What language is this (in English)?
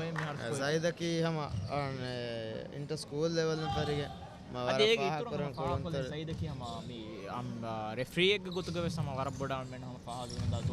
Divehi